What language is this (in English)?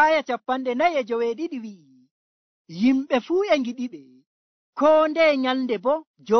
Nigerian Fulfulde